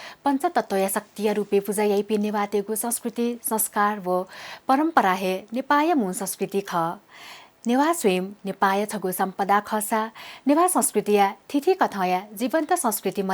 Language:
Newari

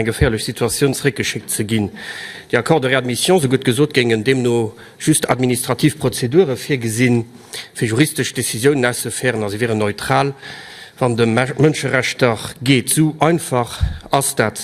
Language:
Luxembourgish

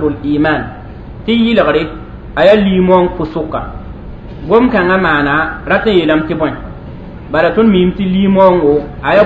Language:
Mossi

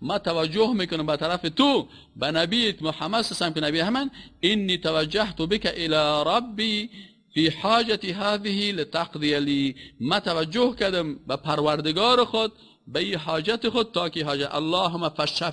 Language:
Persian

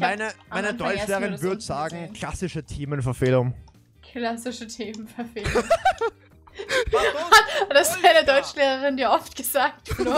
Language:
German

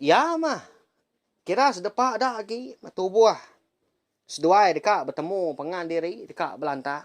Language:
Iban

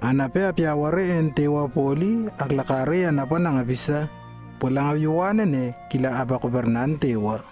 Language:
Lewo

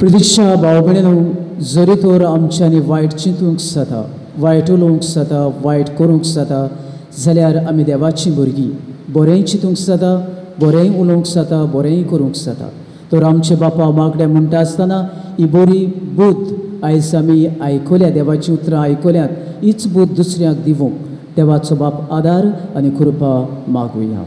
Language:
Konkani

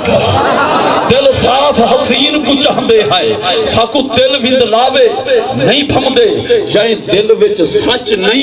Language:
Saraiki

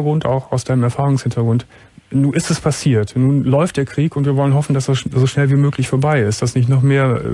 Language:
German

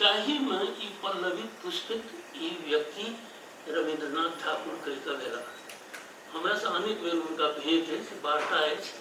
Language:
Maithili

